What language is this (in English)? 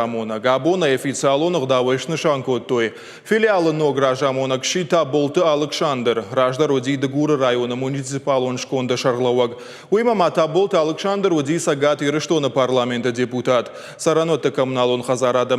Ossetic